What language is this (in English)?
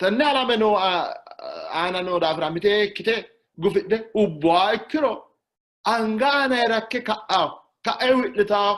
Sidamo